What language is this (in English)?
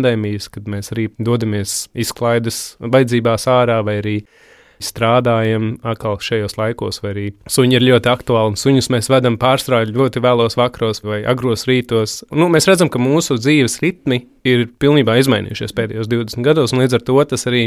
Latvian